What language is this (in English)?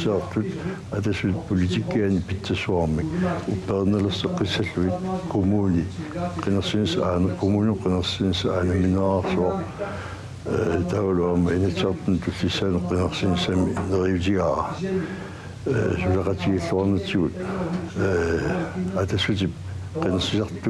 Kalaallisut